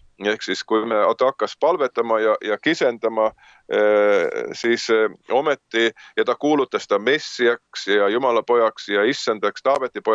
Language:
Estonian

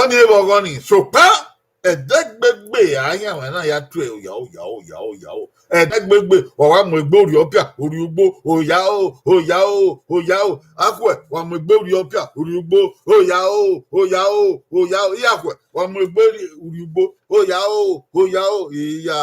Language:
Bini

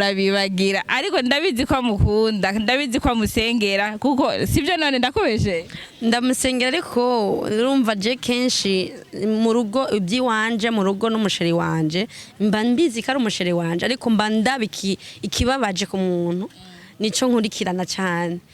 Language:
Rundi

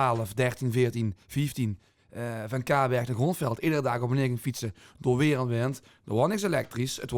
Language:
Limburgish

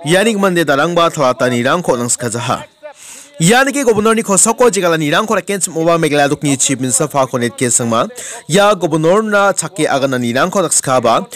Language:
Garo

